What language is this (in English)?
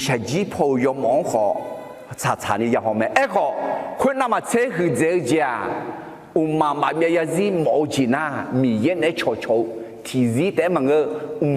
Akha